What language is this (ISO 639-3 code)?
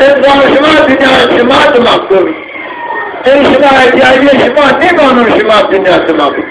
zza